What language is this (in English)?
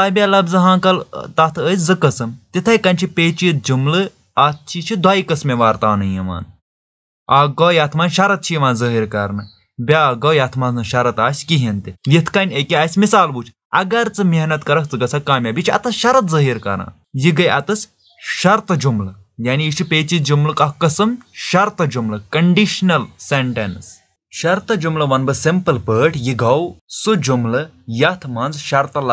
Kashmiri